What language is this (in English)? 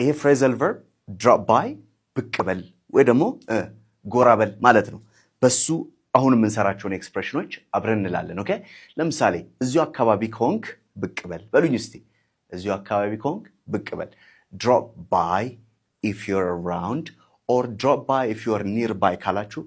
Amharic